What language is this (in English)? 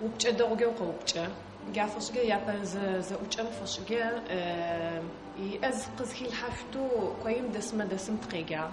Adyghe